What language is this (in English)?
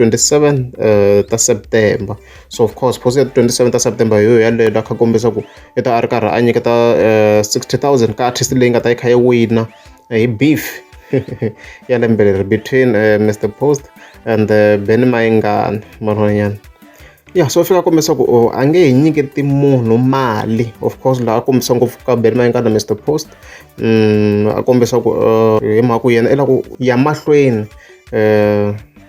Tsonga